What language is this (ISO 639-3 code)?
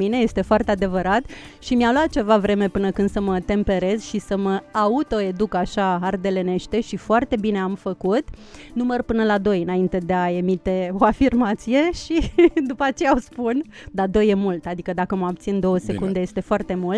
ron